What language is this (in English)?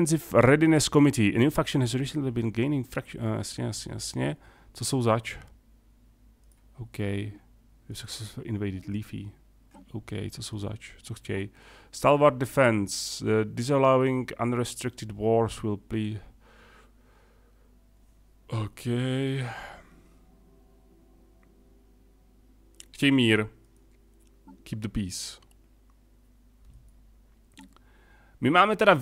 Czech